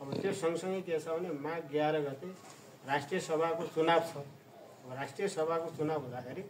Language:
Nepali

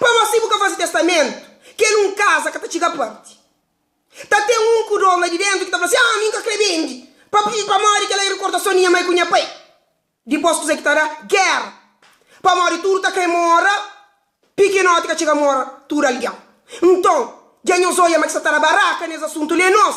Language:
Kabuverdianu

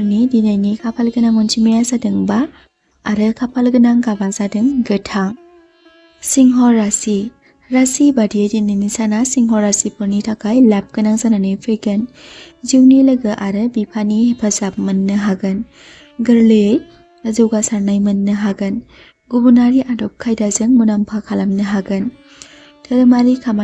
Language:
Bodo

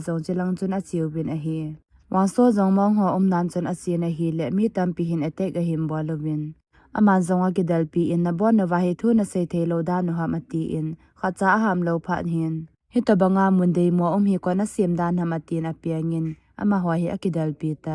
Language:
Thado Chin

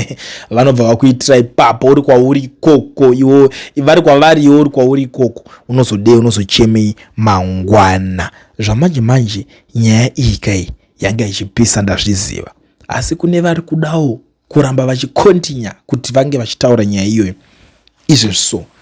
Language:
Shona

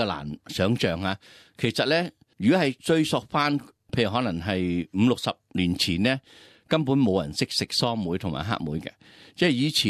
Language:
Cantonese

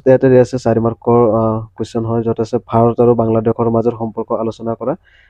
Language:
Assamese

